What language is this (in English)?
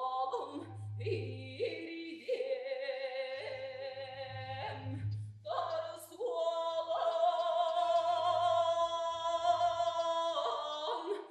Yakut